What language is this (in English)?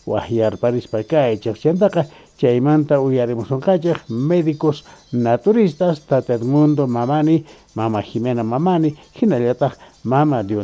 South Bolivian Quechua